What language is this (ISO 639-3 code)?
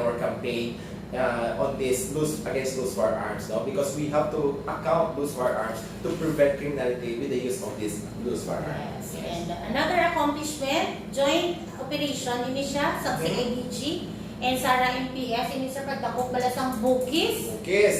hil